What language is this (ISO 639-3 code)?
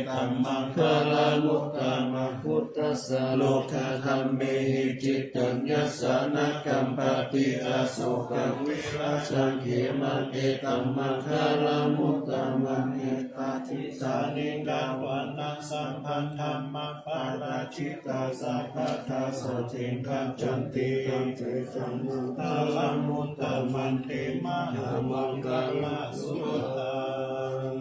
pli